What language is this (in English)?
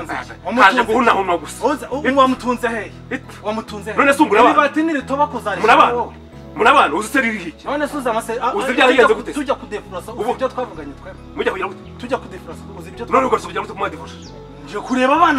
Kinyarwanda